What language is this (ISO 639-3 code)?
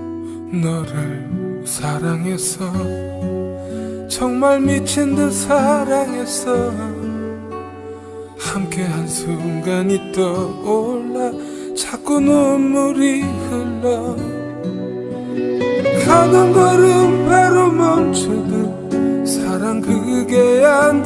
kor